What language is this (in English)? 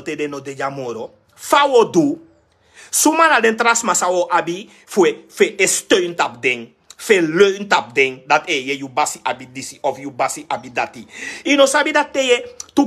Sranan Tongo